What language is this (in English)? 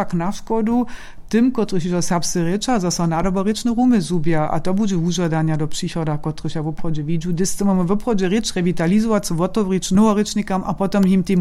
Upper Sorbian